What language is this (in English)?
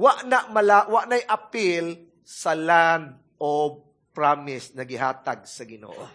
Cebuano